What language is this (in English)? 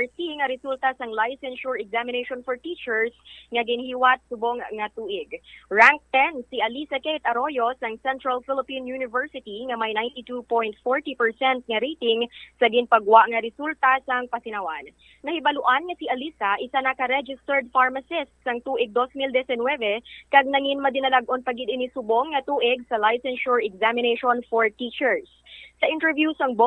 Hiligaynon